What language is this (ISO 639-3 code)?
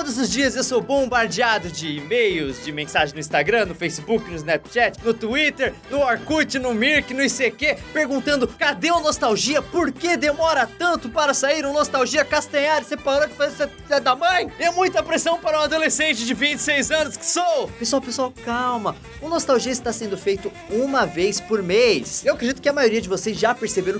por